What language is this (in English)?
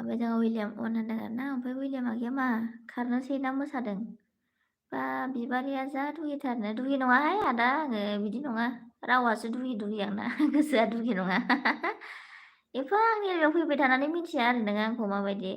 Bodo